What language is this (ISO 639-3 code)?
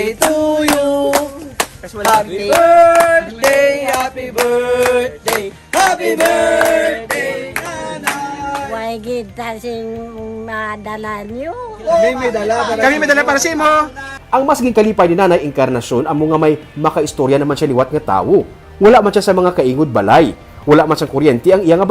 hil